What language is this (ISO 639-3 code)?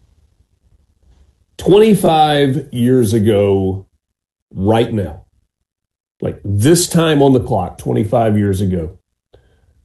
eng